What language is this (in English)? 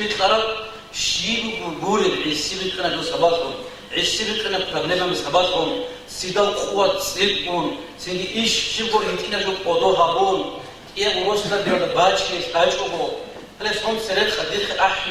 Avaric